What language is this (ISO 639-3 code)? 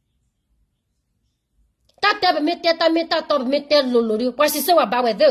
ksw